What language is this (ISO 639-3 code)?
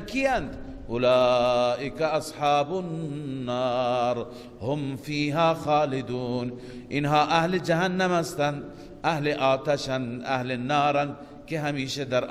fas